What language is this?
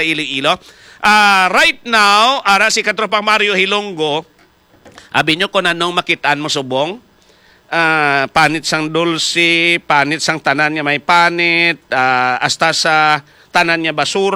Hiligaynon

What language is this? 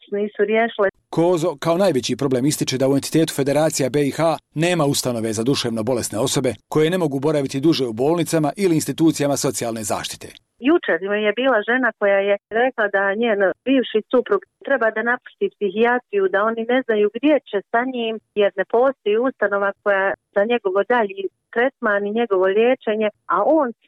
Bosnian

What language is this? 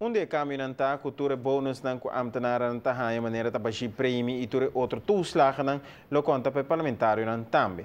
Papiamento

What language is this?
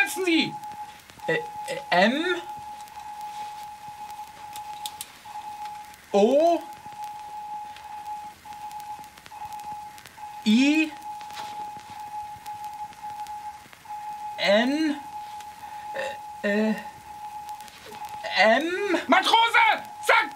German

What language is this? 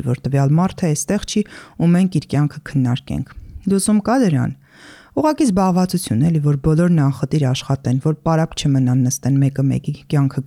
Armenian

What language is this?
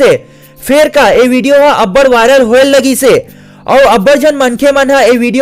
Chhattisgarhi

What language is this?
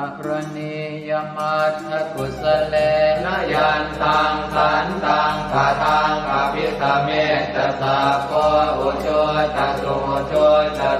Pali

